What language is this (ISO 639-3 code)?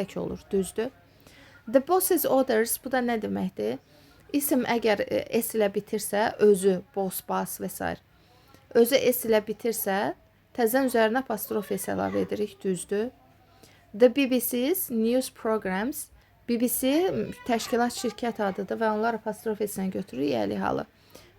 aze